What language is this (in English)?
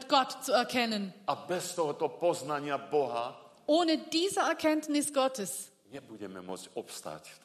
Slovak